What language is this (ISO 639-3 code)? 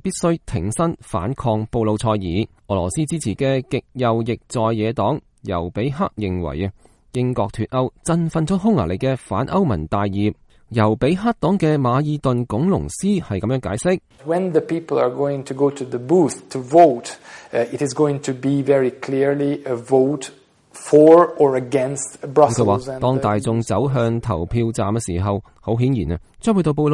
yue